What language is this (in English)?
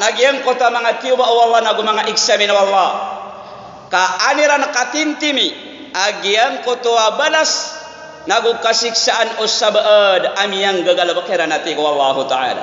Maranao